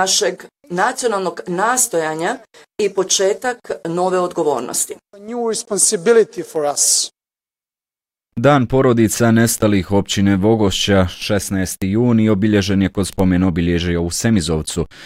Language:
Bosnian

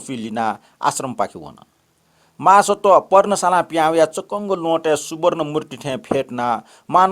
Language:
Newari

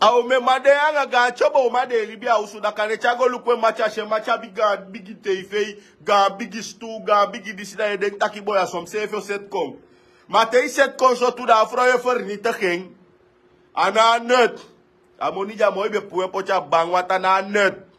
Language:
Sranan Tongo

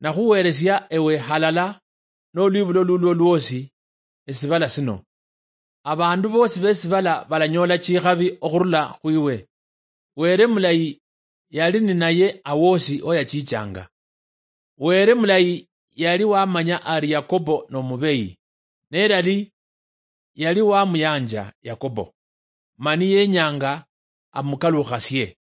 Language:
Luyia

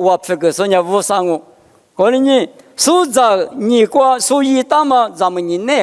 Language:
Lisu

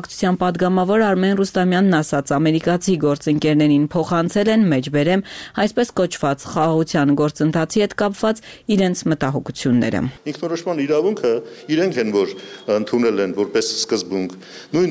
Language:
Armenian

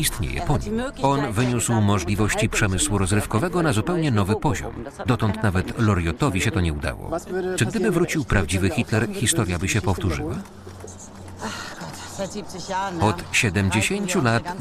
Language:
Polish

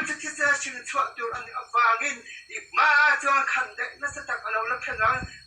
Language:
Mizo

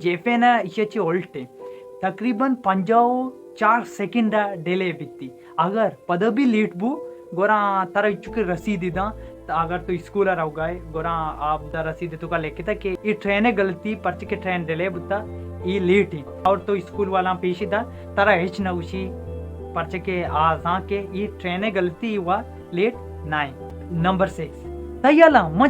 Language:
Baluchi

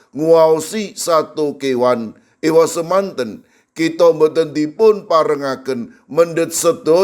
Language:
Javanese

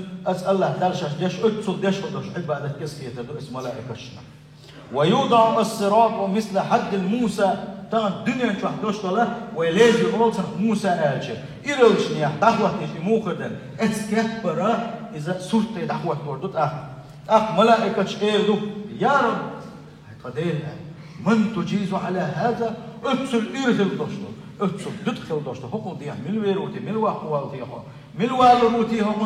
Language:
Chechen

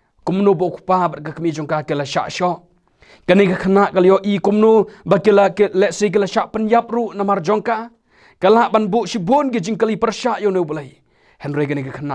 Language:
Khasi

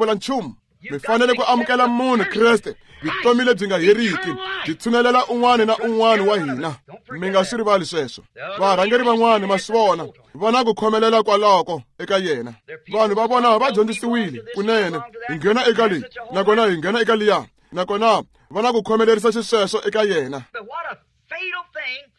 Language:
Tsonga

